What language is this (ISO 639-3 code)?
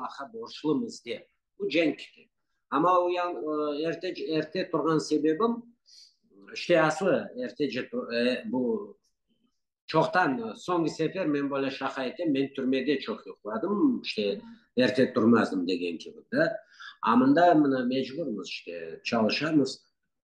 crh